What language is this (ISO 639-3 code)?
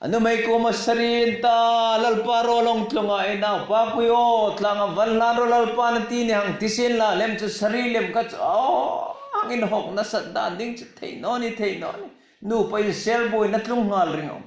hmr